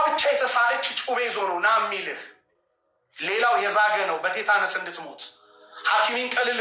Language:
Amharic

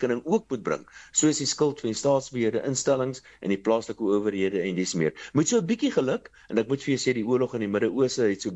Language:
Afrikaans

